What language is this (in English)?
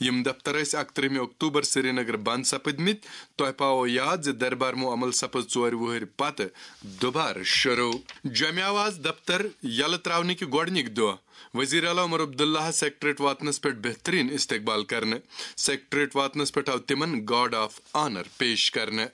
Kashmiri